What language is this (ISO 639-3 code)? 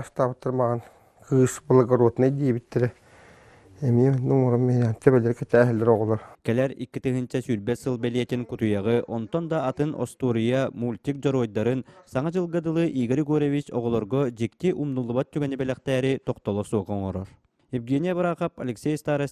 sah